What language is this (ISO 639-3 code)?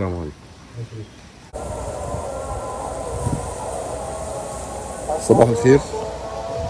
arz